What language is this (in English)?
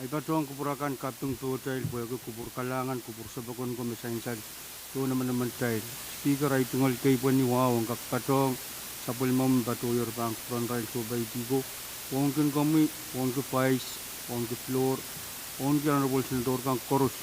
Pohnpeian